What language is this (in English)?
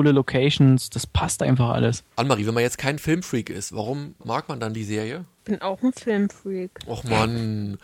German